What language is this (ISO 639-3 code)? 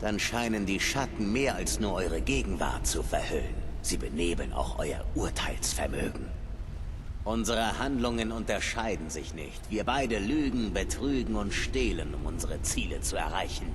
bar